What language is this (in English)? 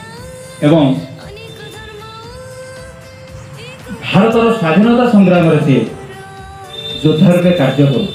Odia